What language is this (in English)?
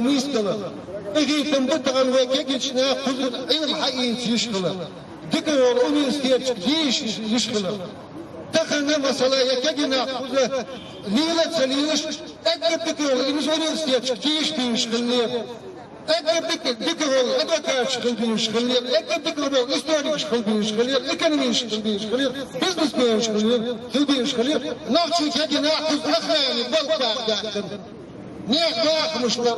Chechen